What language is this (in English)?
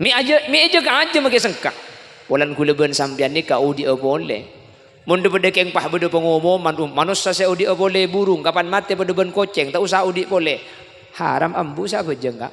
Madurese